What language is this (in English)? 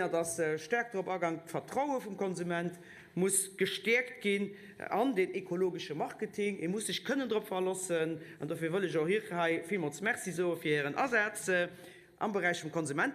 Luxembourgish